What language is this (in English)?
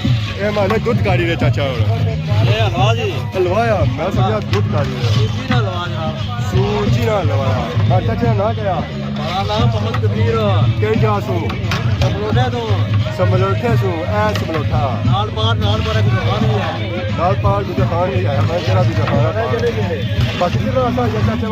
Pahari-Potwari